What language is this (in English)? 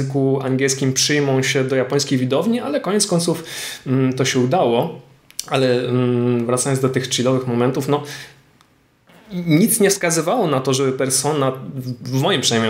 Polish